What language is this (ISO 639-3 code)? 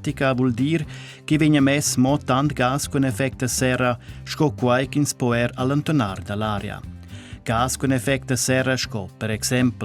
roh